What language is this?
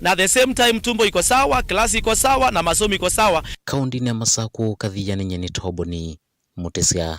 Kamba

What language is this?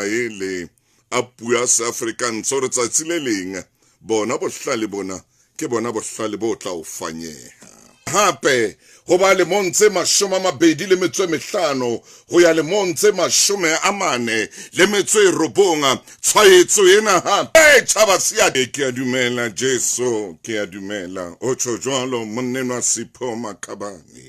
Southern Sotho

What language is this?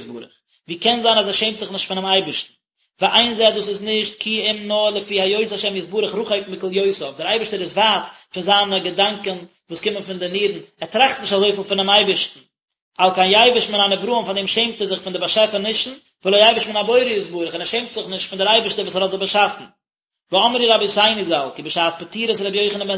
Yiddish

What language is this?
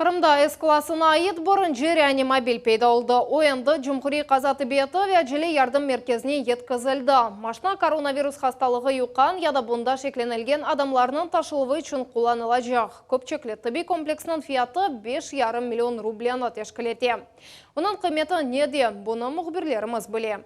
Crimean Tatar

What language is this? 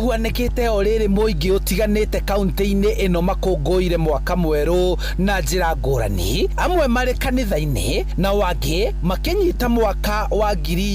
Kikuyu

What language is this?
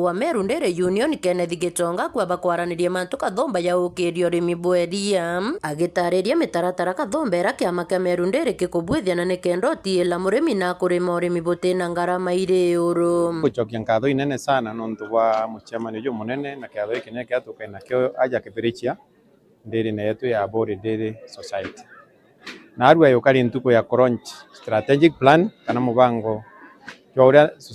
Meru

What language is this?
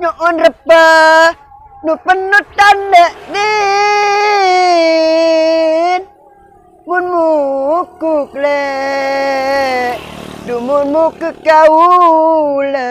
Madurese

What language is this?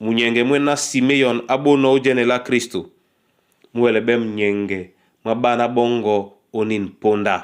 Duala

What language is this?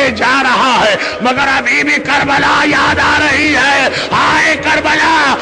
Urdu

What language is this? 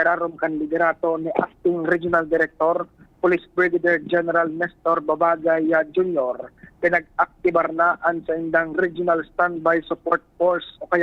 Bikol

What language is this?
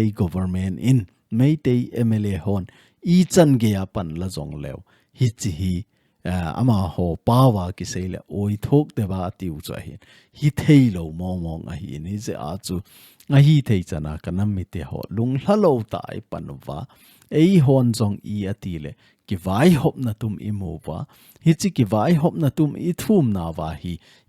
Thado Chin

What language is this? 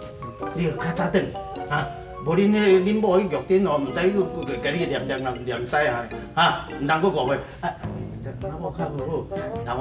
Min Nan Chinese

